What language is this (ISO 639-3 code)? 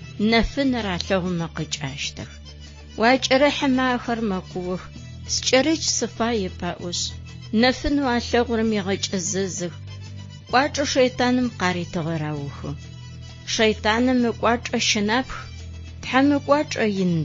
ady